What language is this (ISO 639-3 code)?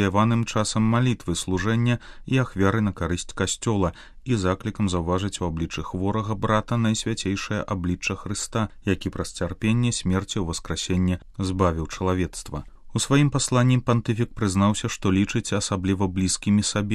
bel